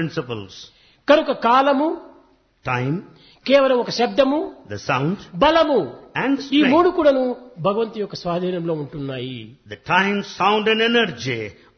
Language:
Telugu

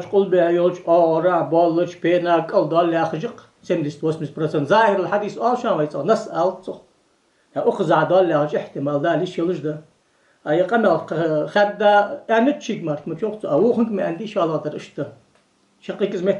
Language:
Ingush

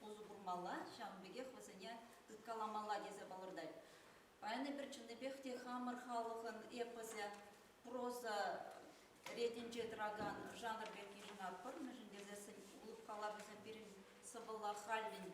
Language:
Chuvash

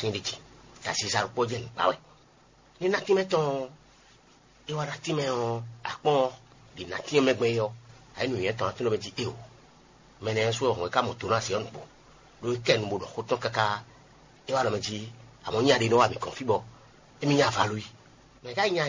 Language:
Fon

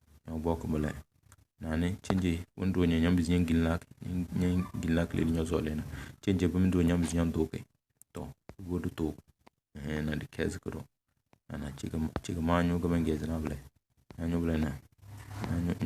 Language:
Tem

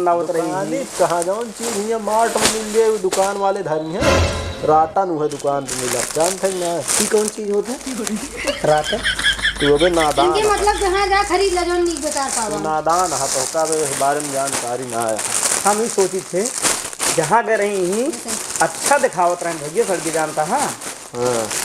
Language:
Awadhi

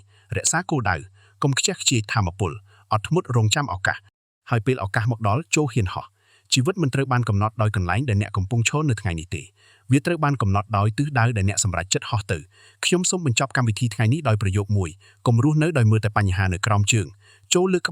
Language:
Khmer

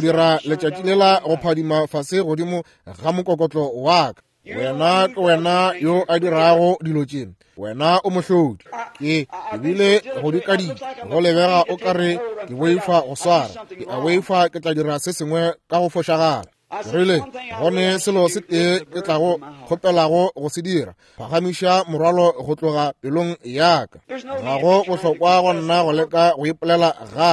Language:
Northern Sotho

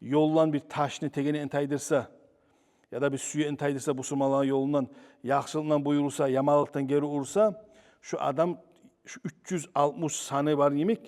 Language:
Kumyk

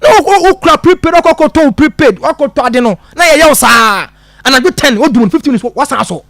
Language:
Akan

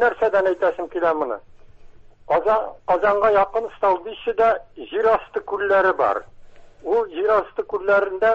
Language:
Tatar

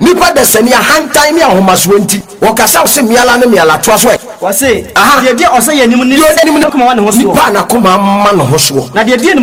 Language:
Akan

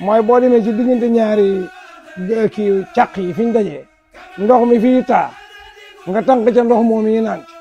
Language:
Wolof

